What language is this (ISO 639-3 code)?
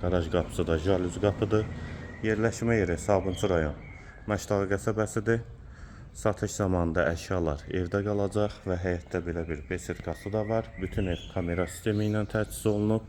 aze